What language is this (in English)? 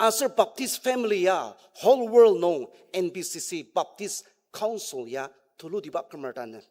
Ao Naga